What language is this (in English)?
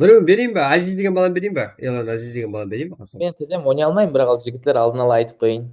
Kara-Kalpak